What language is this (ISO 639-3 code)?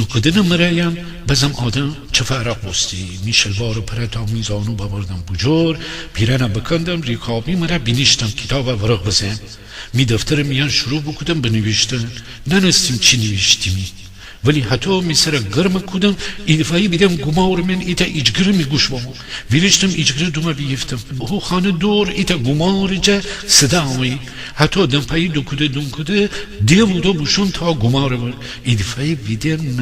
glk